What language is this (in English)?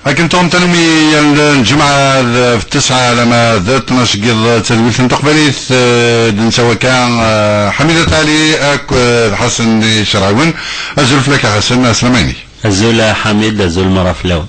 Kabyle